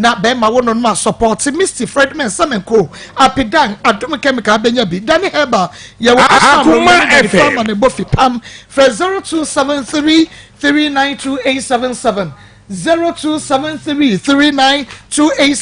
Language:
Akan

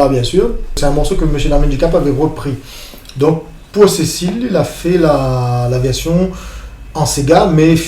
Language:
Réunion Creole French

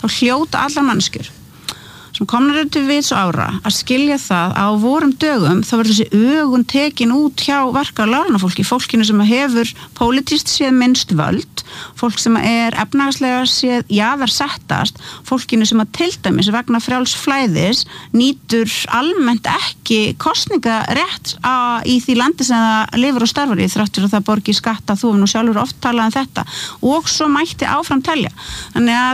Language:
Icelandic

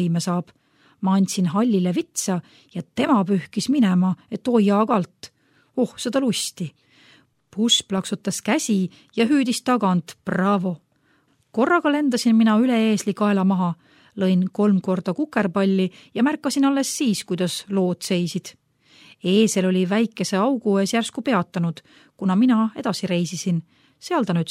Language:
Estonian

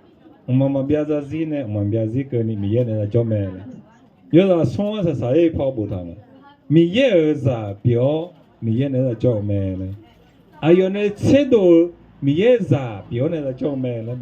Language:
Akha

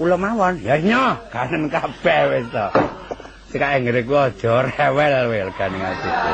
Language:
Javanese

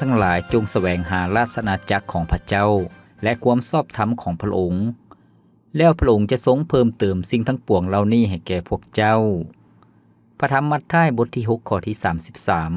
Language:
Lao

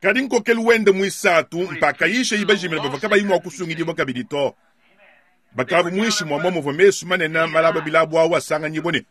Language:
Luba-Lulua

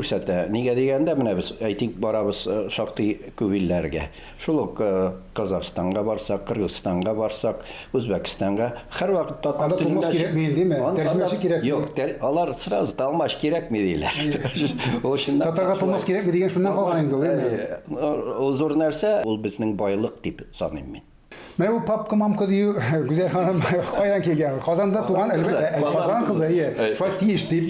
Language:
Tatar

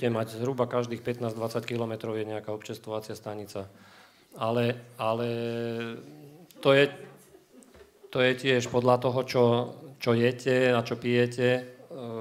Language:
Slovak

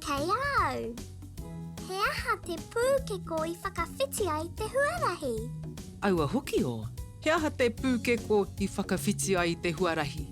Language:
Māori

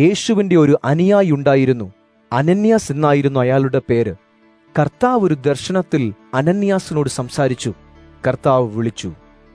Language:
Malayalam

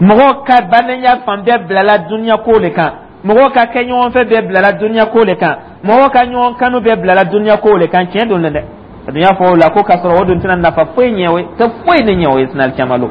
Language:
Dyula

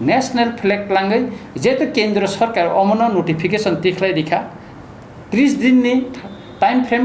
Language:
Kok Borok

